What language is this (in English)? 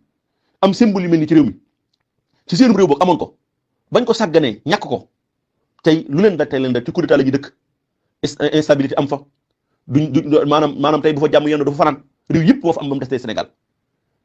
Wolof